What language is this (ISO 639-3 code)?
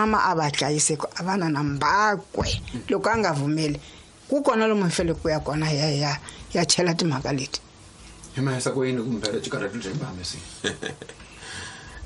tso